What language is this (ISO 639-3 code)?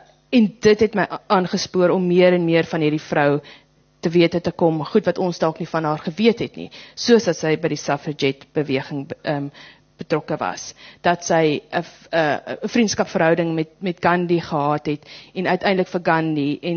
afr